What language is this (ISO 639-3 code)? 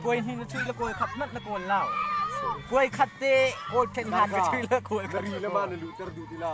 cnh